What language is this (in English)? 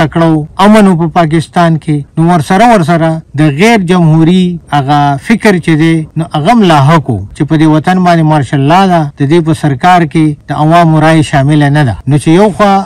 Pashto